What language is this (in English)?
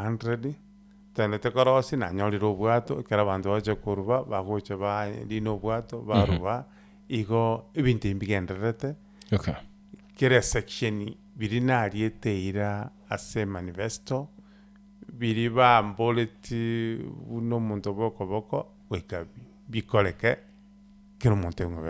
Gusii